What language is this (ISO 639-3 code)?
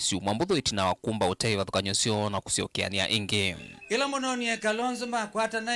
kam